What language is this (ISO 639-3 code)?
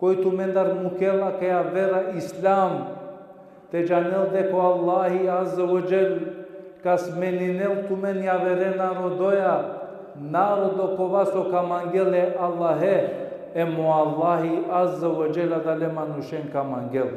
rmn